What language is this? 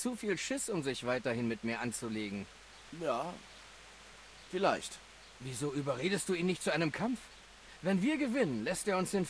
German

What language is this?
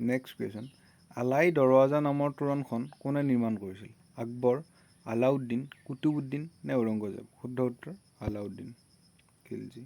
Assamese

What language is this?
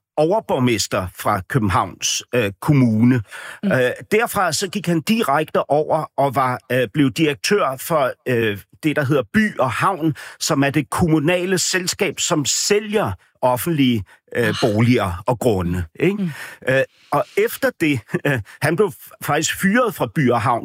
Danish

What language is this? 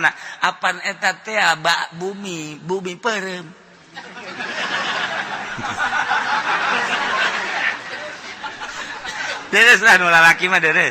Sundanese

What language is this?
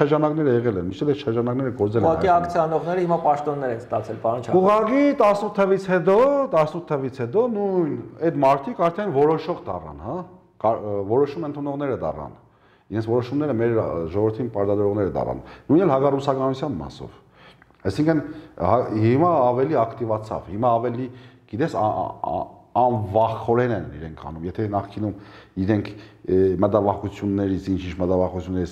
Armenian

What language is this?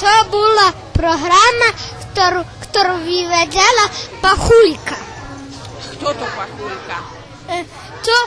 Rusyn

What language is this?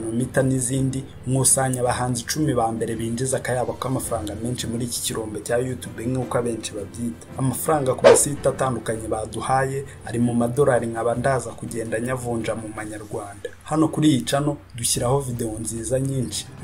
Kinyarwanda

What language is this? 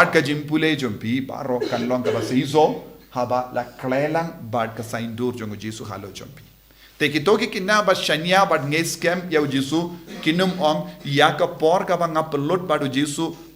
Khasi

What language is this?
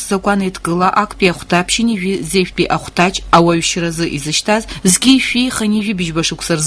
Abkhazian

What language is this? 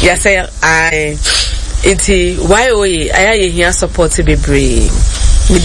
Akan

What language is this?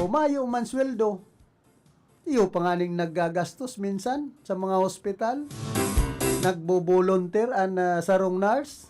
Bikol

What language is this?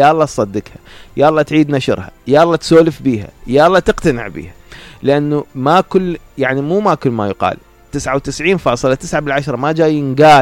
Mesopotamian Arabic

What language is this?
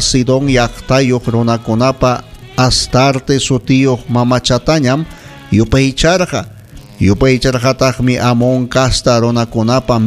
Ayacucho Quechua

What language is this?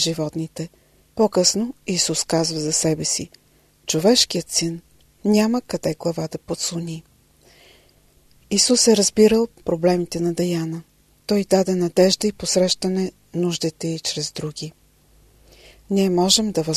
Bulgarian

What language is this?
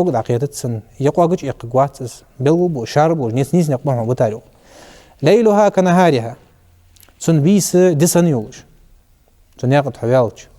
Ingush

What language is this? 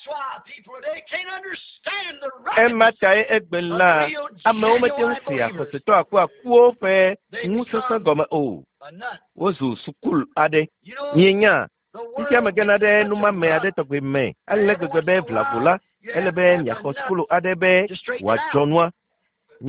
Ewe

